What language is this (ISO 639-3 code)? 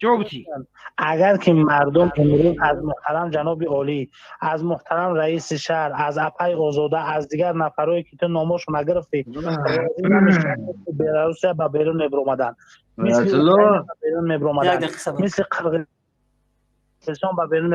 tgk